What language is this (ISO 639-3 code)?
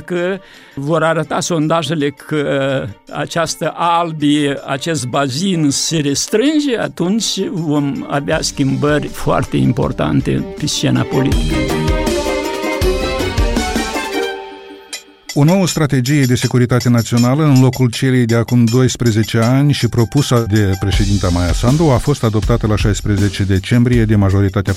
ron